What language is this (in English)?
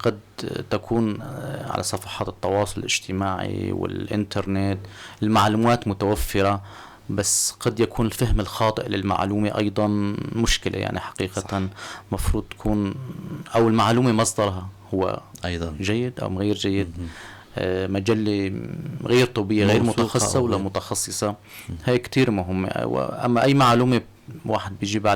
North Levantine Arabic